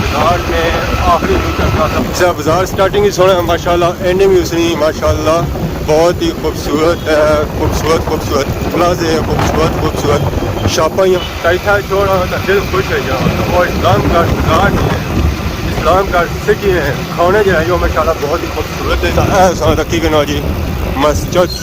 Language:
Pahari-Potwari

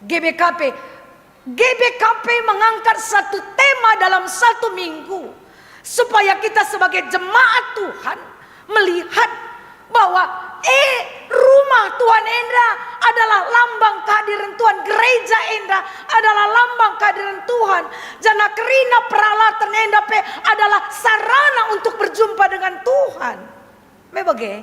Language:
Batak Karo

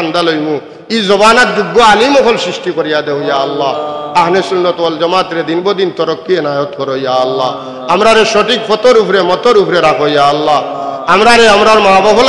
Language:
Sylheti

